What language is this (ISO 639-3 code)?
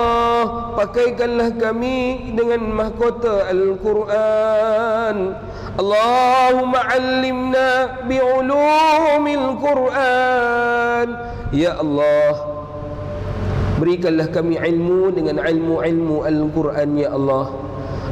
msa